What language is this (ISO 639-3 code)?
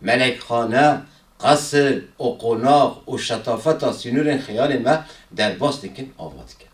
kur